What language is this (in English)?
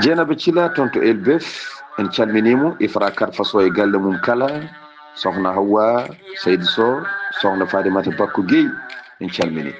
Fula